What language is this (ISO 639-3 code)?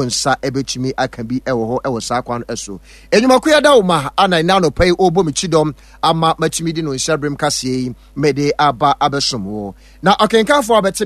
aka